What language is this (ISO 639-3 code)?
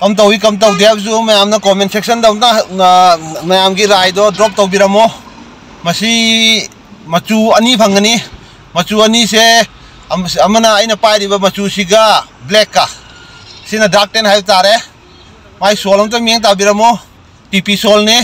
mni